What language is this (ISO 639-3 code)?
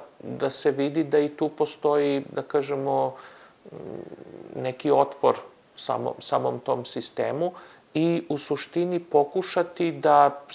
srp